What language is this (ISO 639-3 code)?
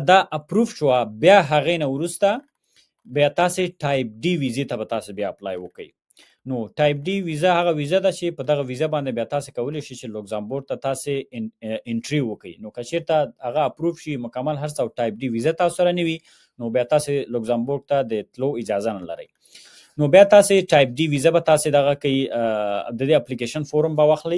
pus